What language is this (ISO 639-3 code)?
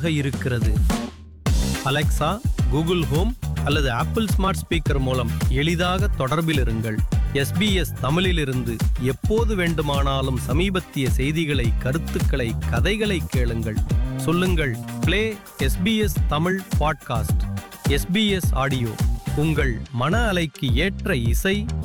tam